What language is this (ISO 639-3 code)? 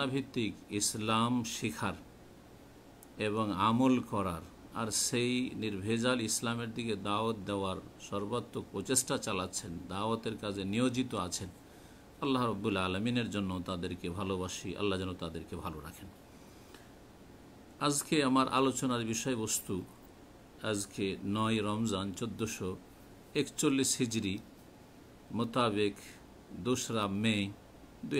ben